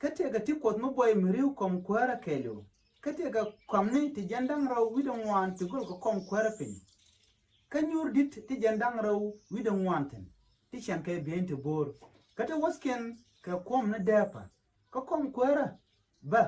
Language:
Nuer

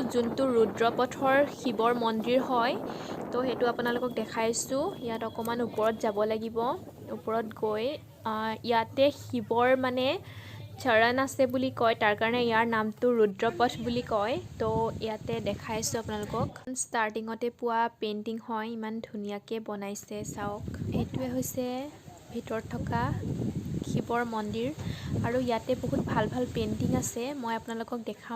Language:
Assamese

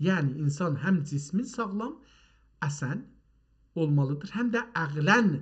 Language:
South Azerbaijani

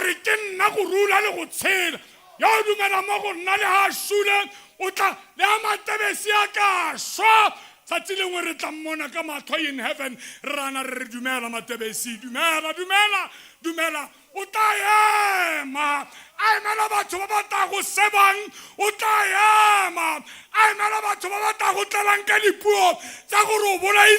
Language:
Tswana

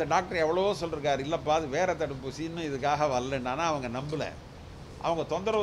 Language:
Tamil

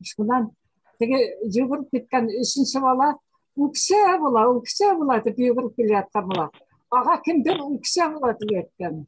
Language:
Bashkir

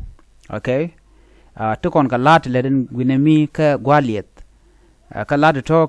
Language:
Nuer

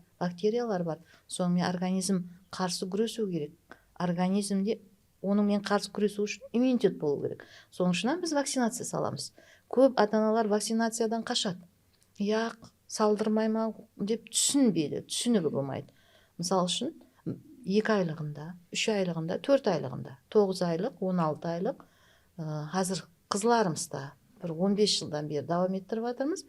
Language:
Kara-Kalpak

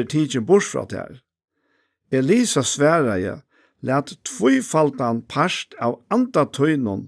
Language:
Faroese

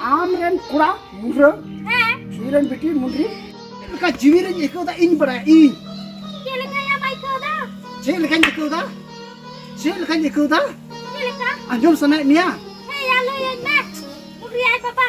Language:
Santali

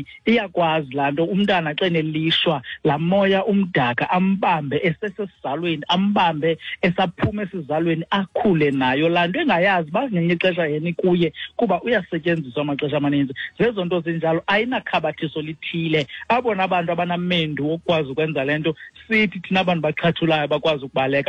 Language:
Xhosa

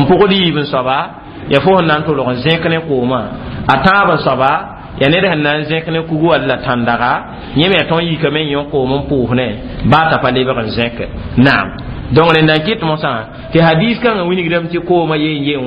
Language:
Mossi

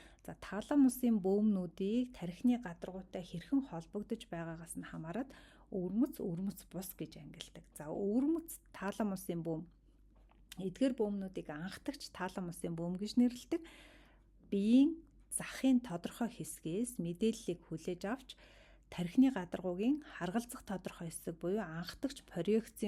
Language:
Mongolian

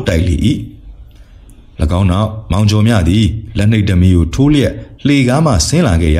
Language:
Burmese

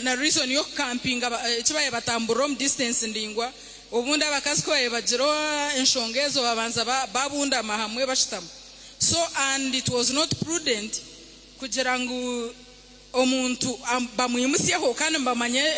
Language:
Nyankole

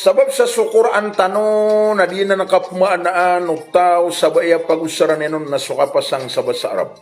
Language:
Maranao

